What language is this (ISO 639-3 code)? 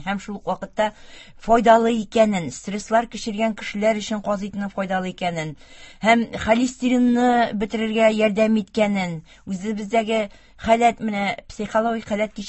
tat